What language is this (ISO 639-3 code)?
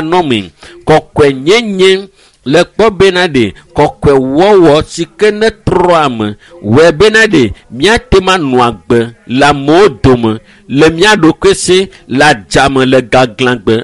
ewe